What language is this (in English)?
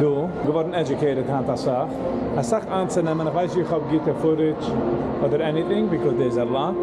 Yiddish